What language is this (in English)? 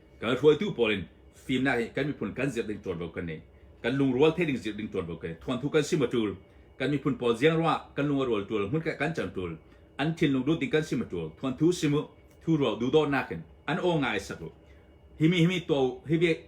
Hakha Chin